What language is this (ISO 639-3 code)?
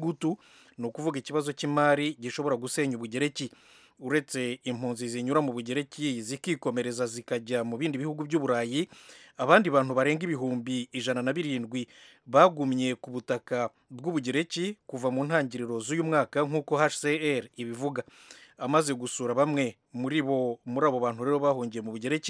kin